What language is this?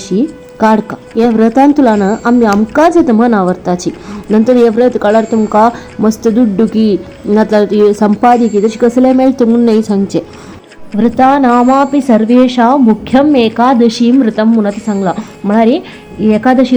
Konkani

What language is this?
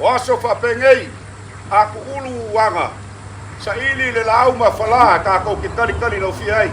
Samoan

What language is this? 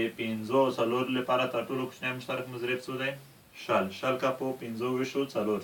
Pashto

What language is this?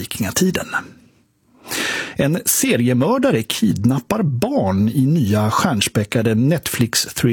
Swedish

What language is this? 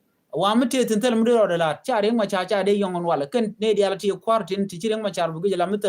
Nuer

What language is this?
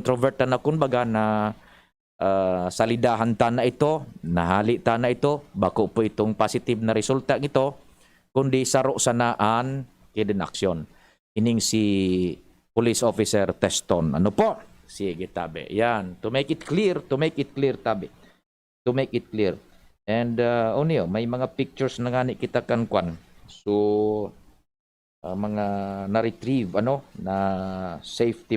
Bikol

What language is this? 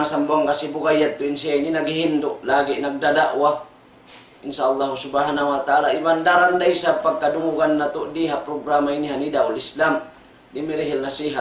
Tausug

